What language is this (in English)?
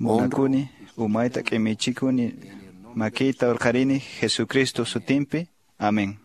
Quechua